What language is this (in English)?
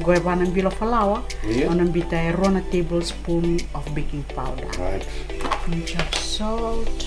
Fijian